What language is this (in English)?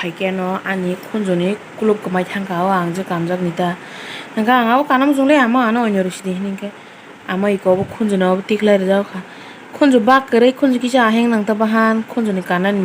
Kok Borok